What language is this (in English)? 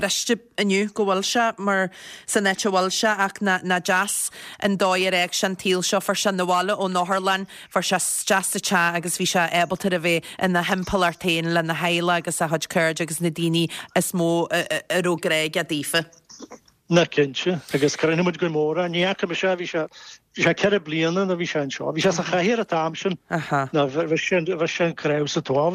Irish